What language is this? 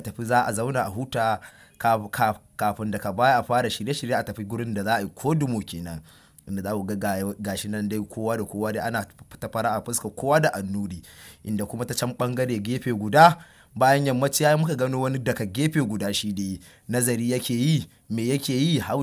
Hausa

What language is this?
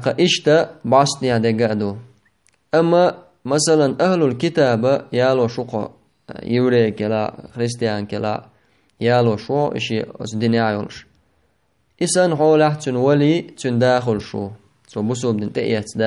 Chechen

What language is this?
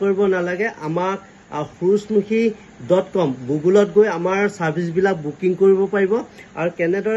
Assamese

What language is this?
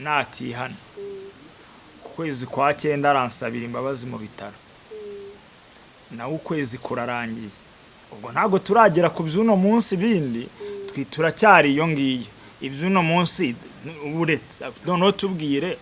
Kinyarwanda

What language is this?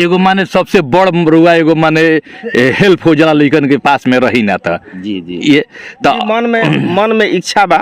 Bhojpuri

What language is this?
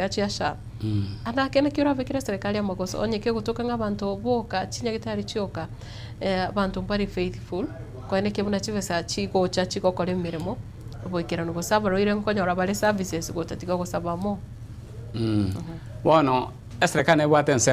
Gusii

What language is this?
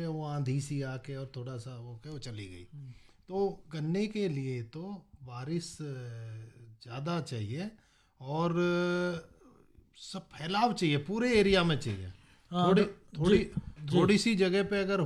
Hindi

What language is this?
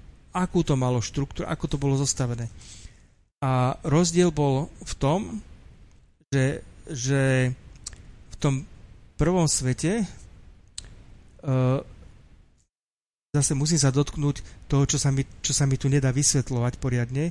Slovak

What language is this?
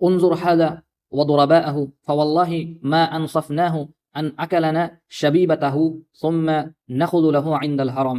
Assamese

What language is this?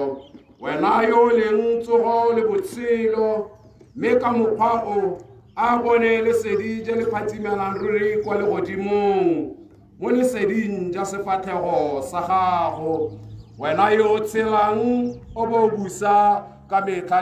Tswana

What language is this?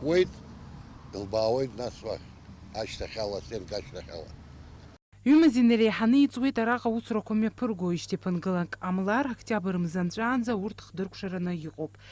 Abkhazian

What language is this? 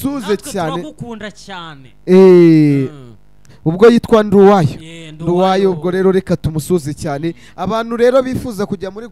Kinyarwanda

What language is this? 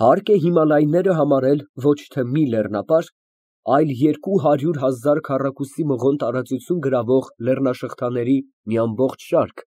Armenian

